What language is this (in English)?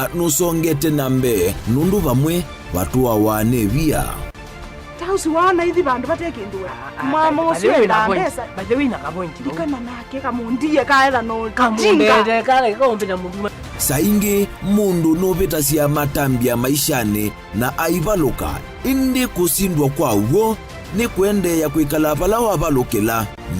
Kamba